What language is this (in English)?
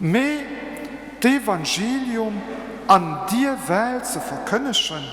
Luxembourgish